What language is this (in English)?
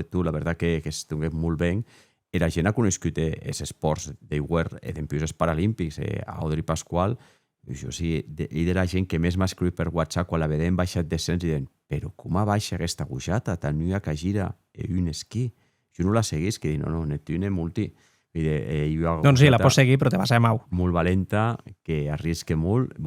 Occitan